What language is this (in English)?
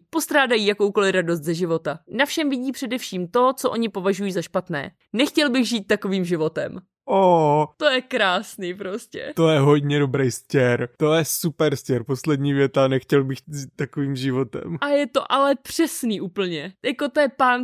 Czech